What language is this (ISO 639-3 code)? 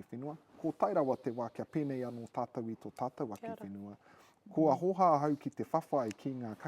mri